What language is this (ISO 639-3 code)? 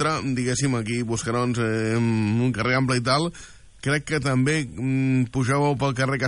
cat